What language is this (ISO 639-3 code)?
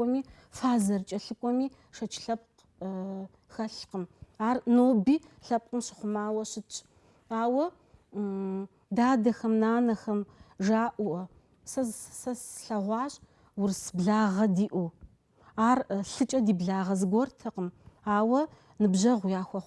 kbd